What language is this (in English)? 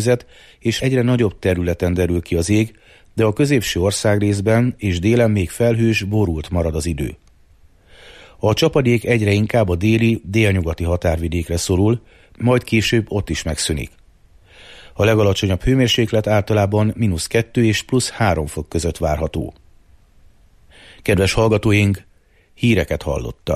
Hungarian